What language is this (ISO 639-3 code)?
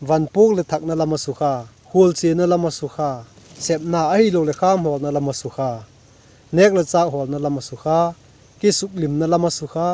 vap